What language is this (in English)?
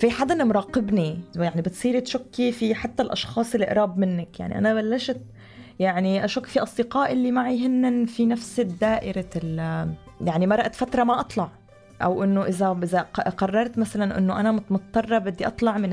North Levantine Arabic